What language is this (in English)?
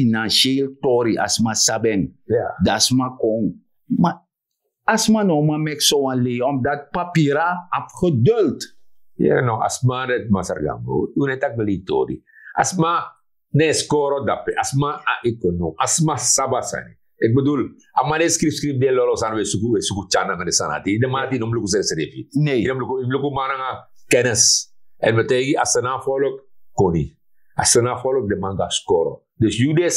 Sranan Tongo